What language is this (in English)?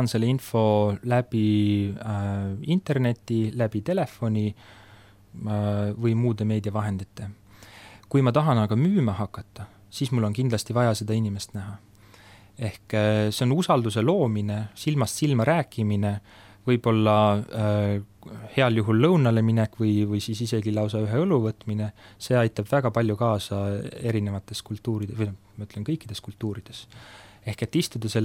Estonian